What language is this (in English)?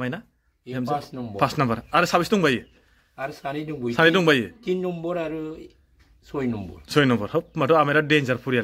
Bodo